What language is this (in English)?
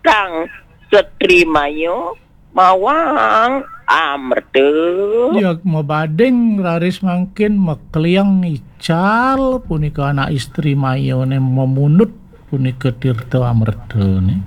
Balinese